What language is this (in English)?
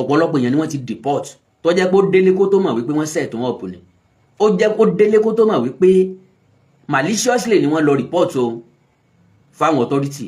Yoruba